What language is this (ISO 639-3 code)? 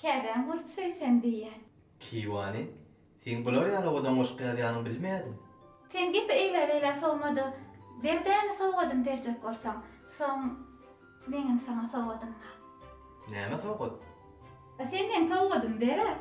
tuk